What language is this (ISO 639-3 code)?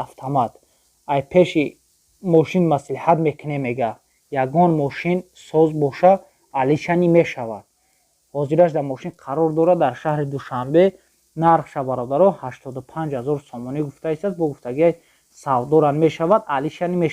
tgk